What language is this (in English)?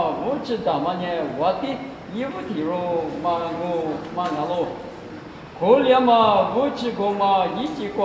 Lisu